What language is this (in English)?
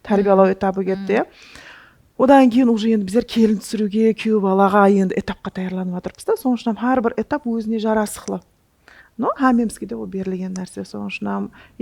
Kara-Kalpak